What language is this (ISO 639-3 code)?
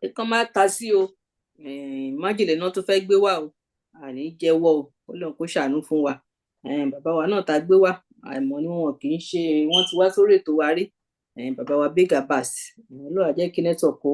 yor